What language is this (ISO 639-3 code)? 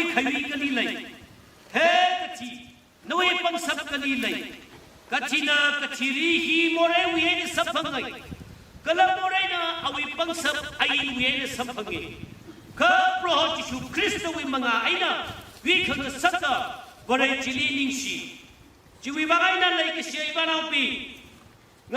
nmf